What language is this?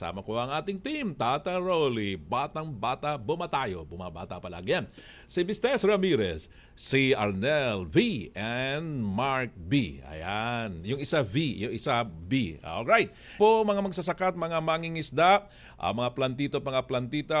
Filipino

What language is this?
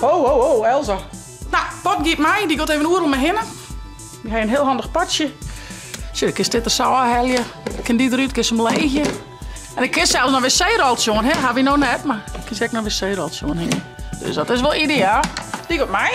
Western Frisian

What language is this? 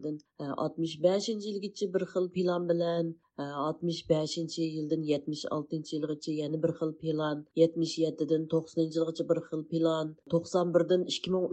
Uyghur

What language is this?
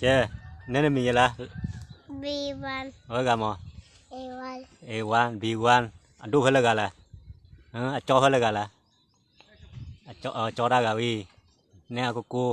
S'gaw Karen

